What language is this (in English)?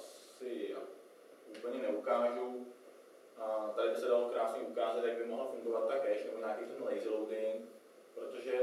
Czech